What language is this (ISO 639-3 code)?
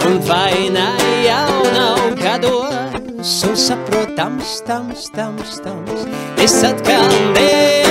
lav